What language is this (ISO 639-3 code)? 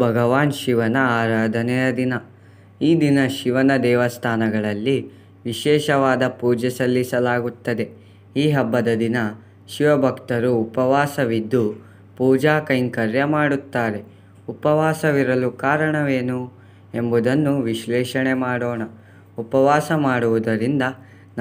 kan